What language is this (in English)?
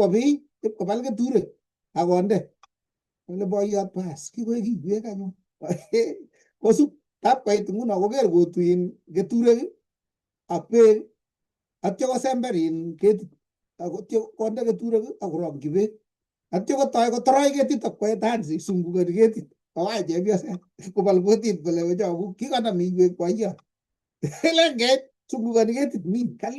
Kalenjin